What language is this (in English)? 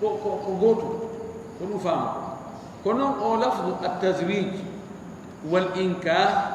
Fula